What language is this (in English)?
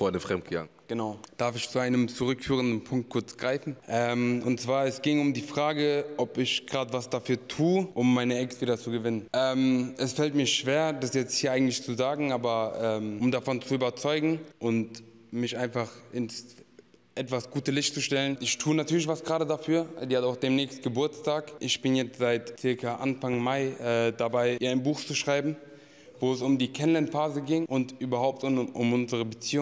German